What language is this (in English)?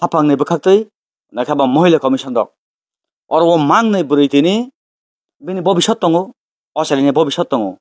Kok Borok